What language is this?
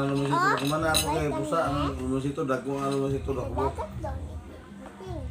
Cebuano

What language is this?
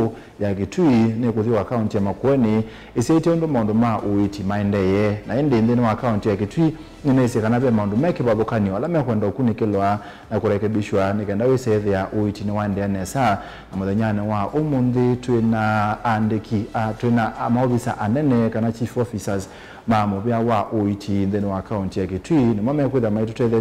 Kamba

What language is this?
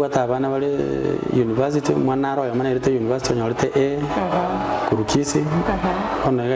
Gusii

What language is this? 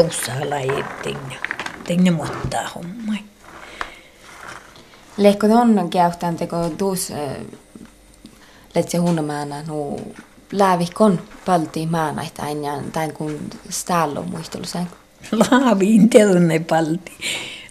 Finnish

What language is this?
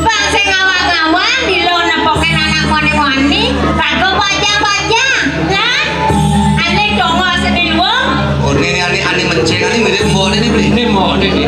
Balinese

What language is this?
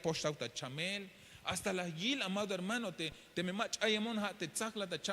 Tzeltal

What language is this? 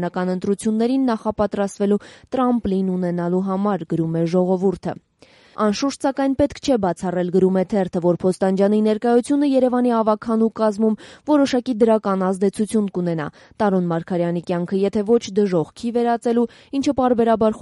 Armenian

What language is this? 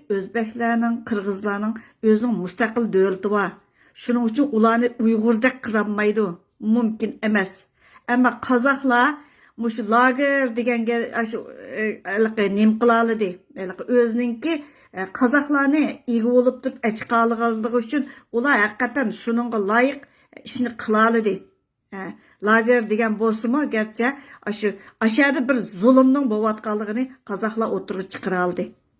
Uyghur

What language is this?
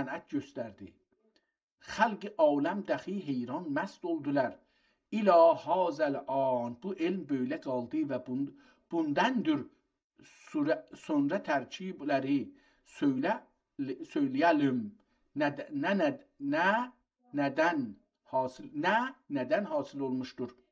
South Azerbaijani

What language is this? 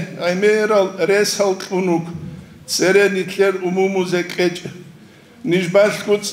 Avaric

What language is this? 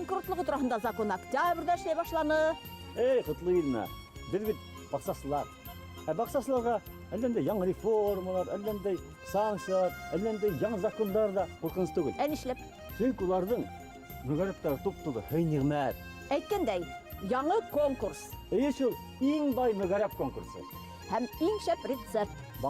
Bashkir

